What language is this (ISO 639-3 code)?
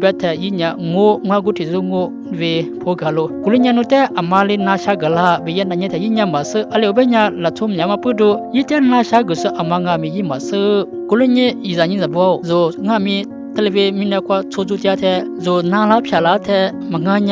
lis